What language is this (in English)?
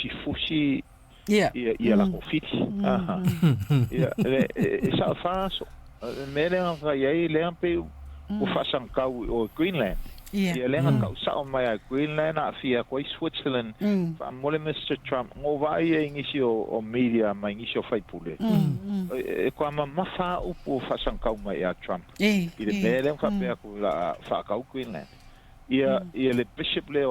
Samoan